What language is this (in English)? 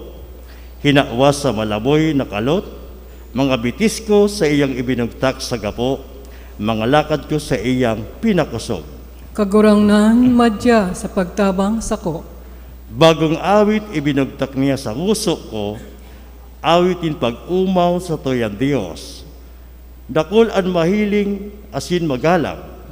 Bikol